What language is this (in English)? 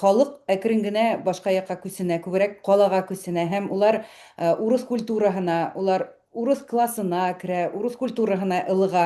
Bashkir